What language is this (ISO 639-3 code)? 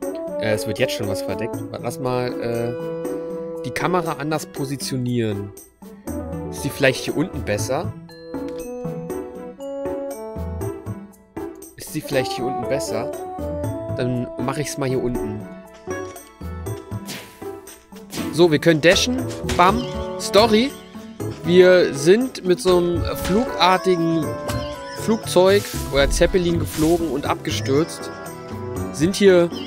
deu